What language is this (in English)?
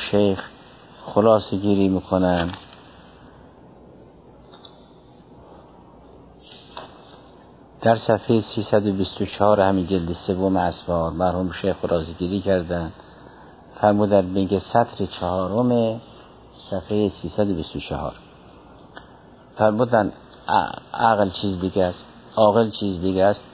Persian